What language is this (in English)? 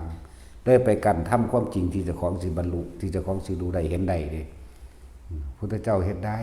Lao